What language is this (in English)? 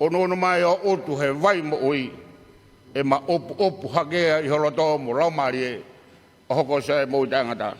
Tongan